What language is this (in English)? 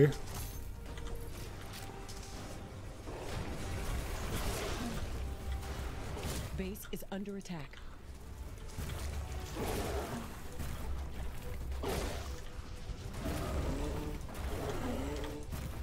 Hungarian